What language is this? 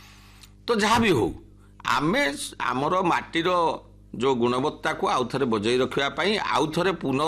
Odia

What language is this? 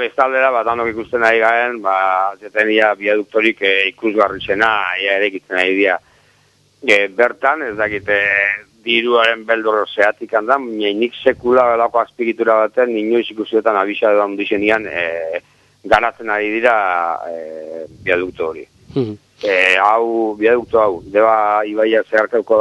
Basque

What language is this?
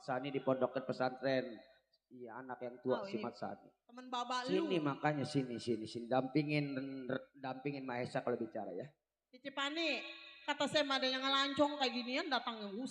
Betawi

